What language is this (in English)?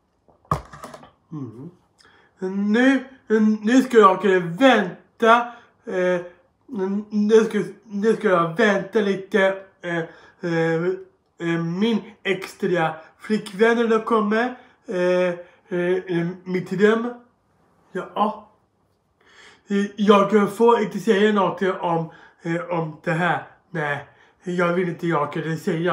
Swedish